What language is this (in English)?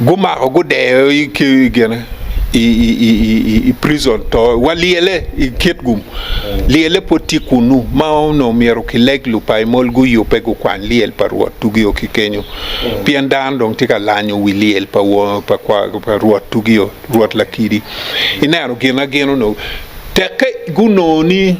Acoli